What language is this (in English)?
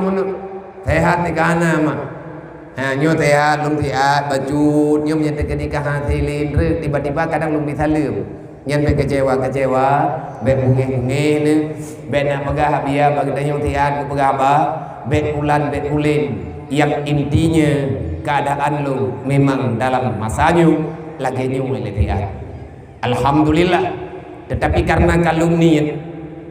Achinese